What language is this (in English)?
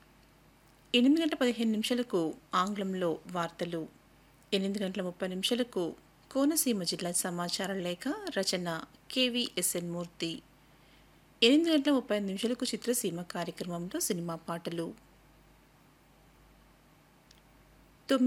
Telugu